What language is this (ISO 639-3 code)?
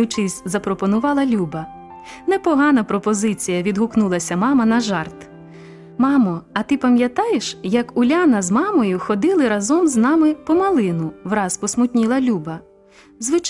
ukr